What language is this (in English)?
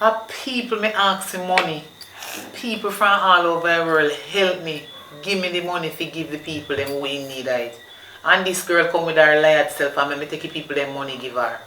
Jamaican Creole English